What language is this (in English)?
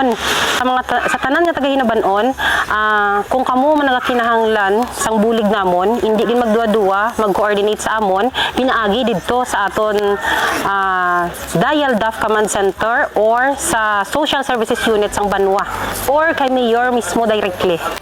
Hiligaynon